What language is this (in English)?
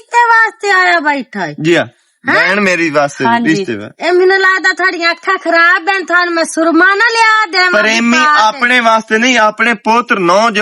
Western Panjabi